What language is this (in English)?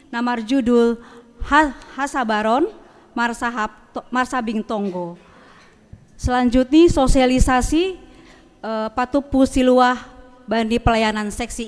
Batak Simalungun